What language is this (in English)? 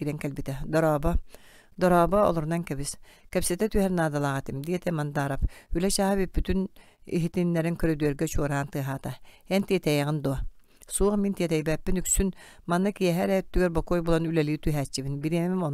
Yakut